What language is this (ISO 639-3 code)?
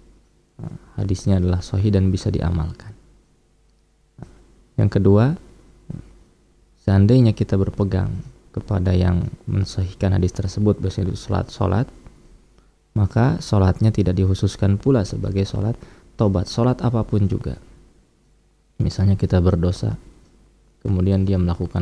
ind